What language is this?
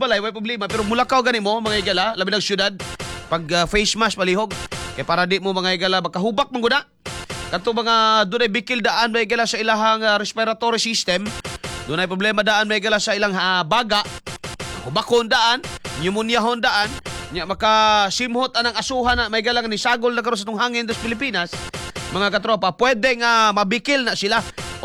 Cebuano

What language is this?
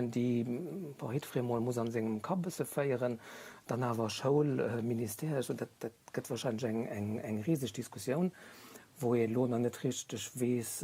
Luxembourgish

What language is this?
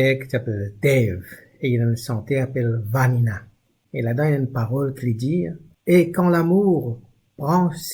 Morisyen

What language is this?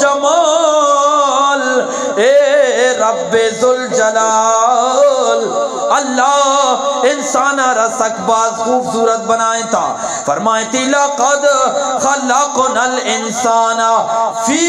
Eastern Balochi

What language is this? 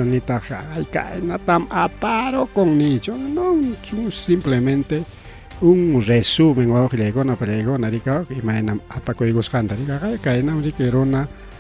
Ayacucho Quechua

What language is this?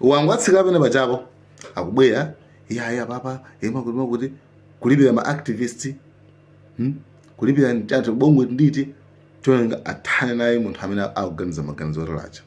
Nyanja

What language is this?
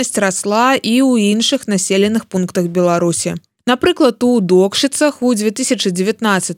Belarusian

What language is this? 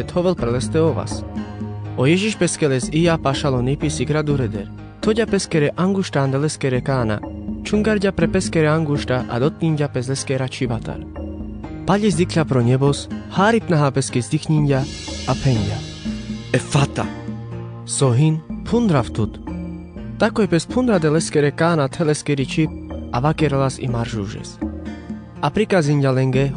Carpathian Romani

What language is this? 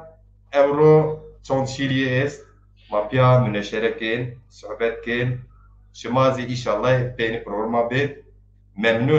Zaza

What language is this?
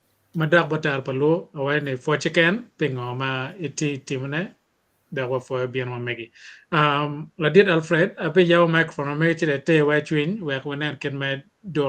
Acoli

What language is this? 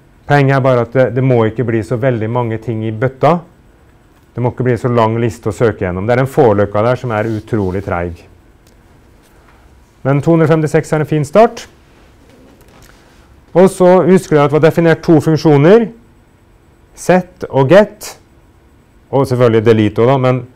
Norwegian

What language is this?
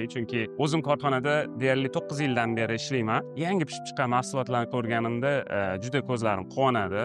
Uzbek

